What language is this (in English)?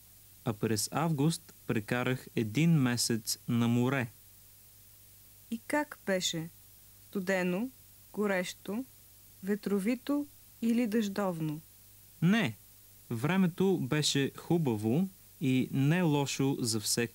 Bulgarian